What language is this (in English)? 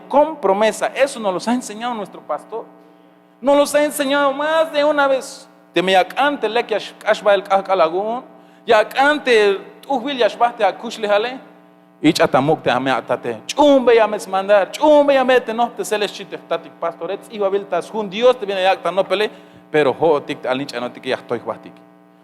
Tzeltal